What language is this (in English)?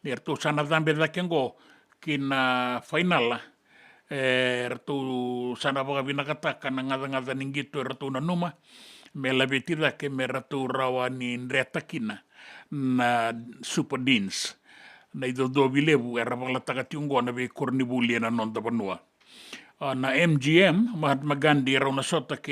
Fijian